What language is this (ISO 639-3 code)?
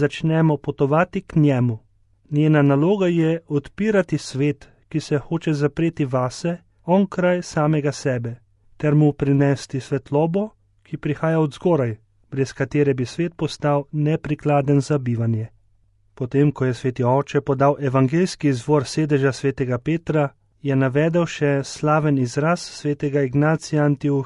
slv